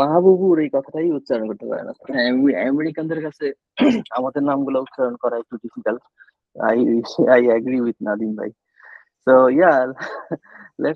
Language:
Bangla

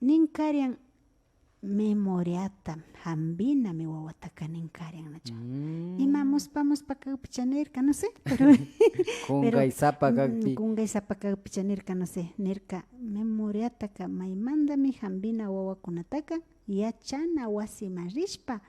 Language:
Imbabura Highland Quichua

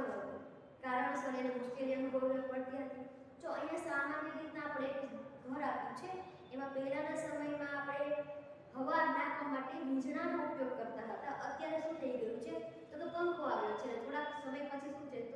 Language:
Gujarati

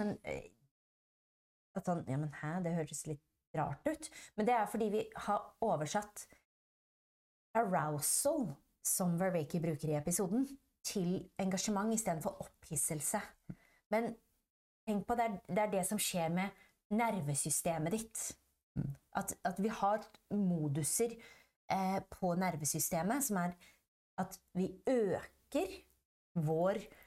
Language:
Norwegian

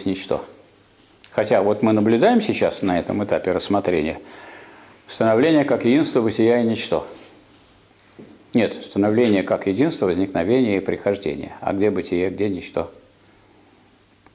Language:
Russian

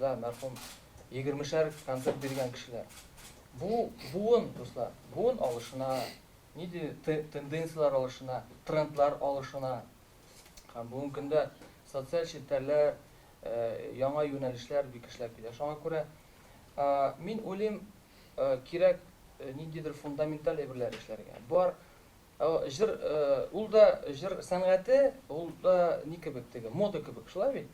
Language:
Tatar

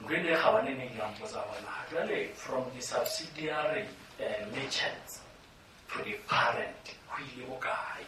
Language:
Southern Sotho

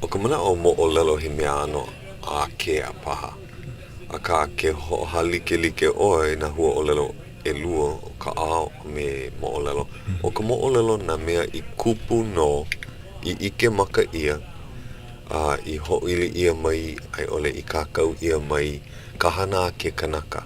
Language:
Hawaiian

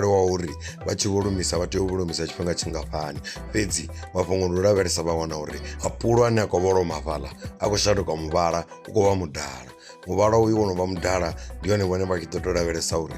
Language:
Venda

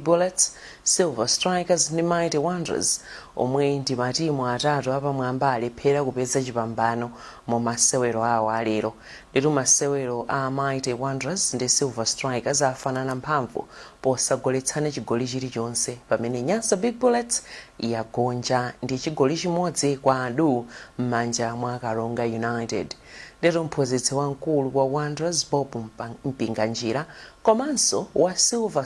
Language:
Nyanja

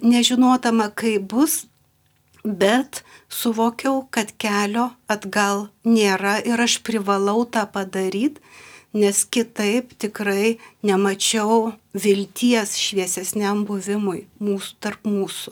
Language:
Lithuanian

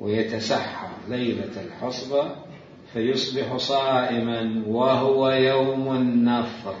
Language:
Mesopotamian Arabic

